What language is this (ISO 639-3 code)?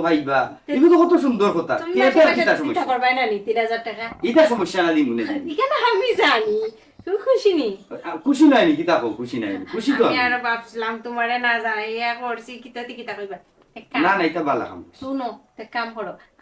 syl